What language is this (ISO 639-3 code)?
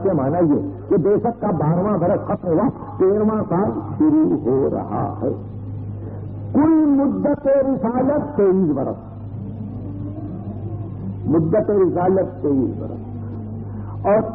urd